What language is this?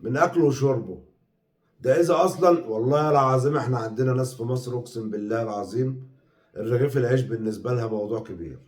Egyptian Arabic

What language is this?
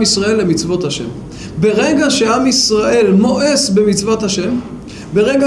Hebrew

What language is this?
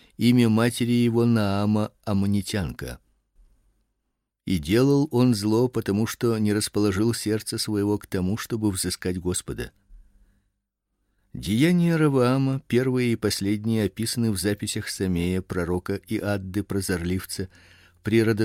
Russian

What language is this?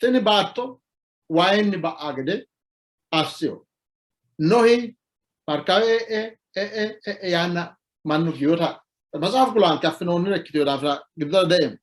Sidamo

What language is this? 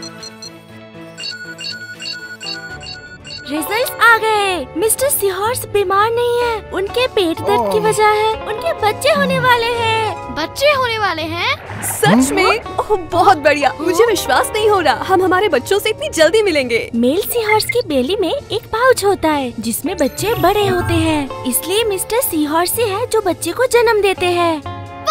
Hindi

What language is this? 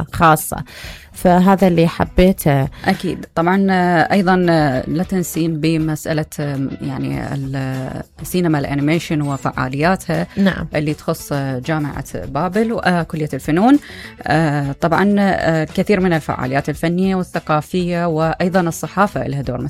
Mesopotamian Arabic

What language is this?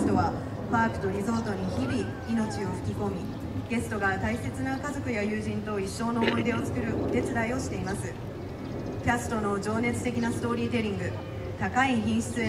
Japanese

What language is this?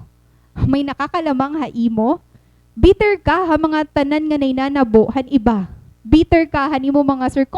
Waray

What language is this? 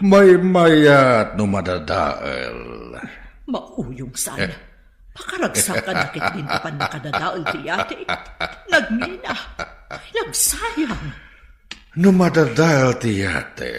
Iloko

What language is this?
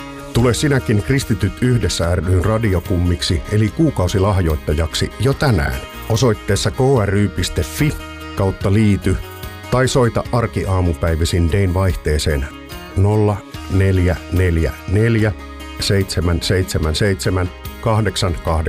Finnish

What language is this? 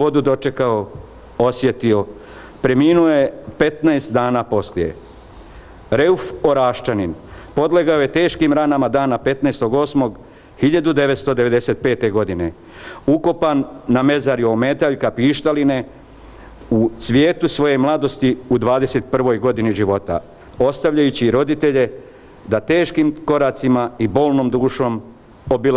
Bosnian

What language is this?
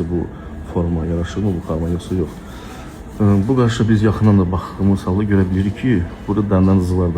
Azerbaijani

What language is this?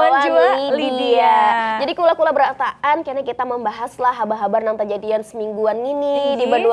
Banjar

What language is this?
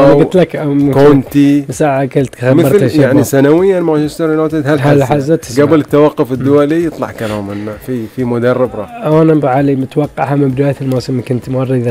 Gulf Arabic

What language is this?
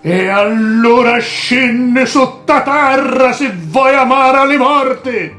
Sicilian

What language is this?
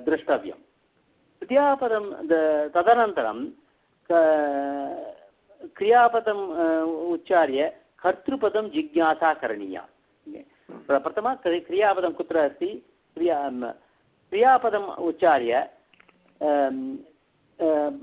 Sanskrit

